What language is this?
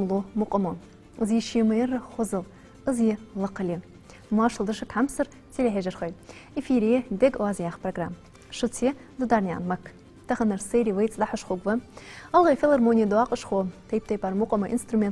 Ingush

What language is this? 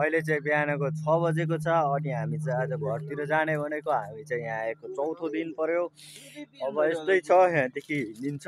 Nepali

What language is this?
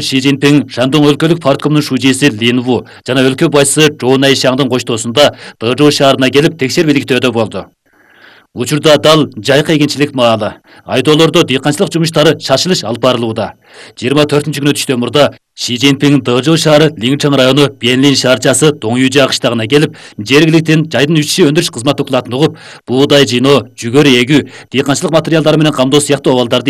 Kyrgyz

